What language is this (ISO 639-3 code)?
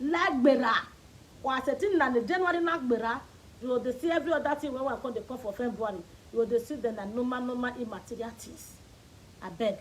pcm